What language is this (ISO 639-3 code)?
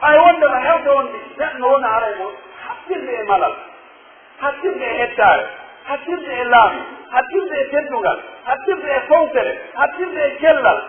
fuf